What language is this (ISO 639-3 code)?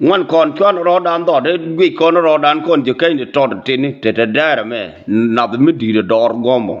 nus